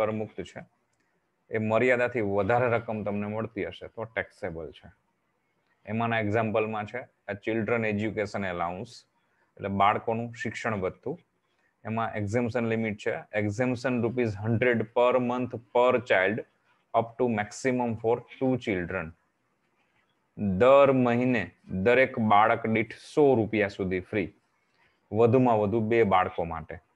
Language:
Gujarati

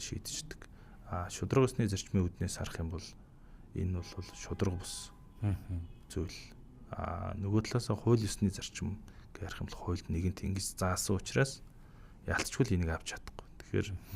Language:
Mongolian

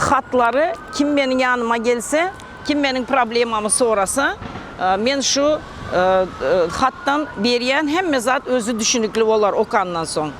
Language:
Turkmen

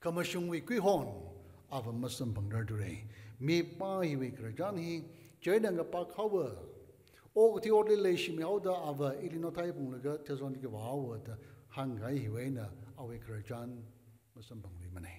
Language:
Tangkhul Naga (India)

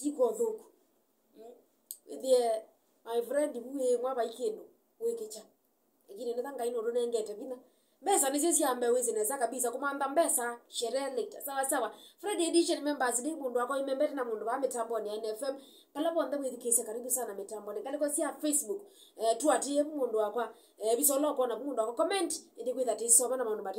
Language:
Kamba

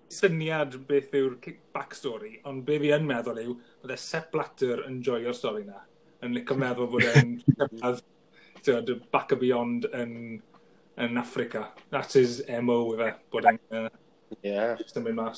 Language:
Welsh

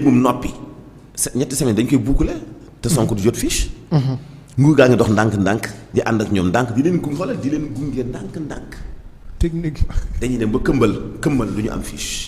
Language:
Wolof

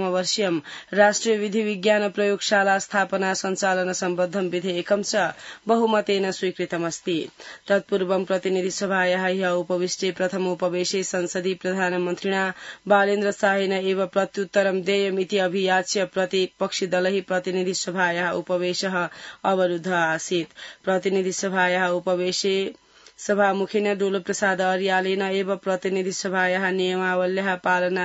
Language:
Sanskrit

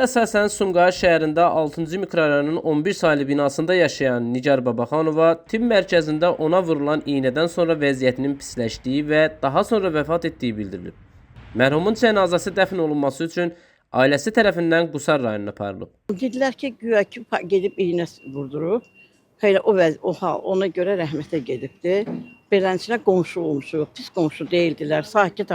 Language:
Azerbaijani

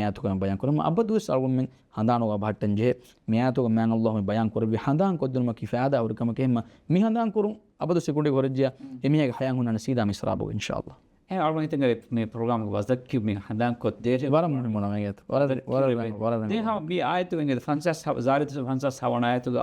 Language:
Divehi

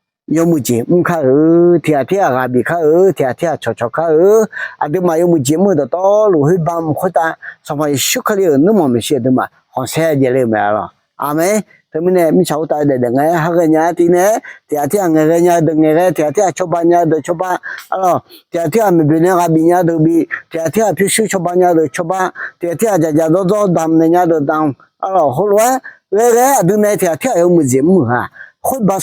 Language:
Akha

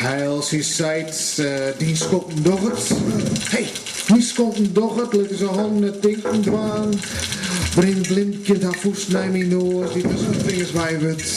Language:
Western Frisian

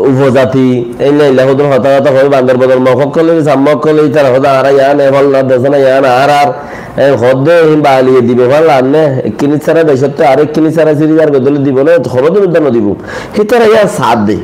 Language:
Rohingya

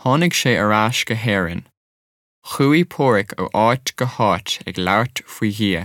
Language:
Irish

